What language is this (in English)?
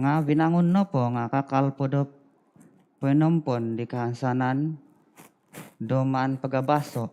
Central Dusun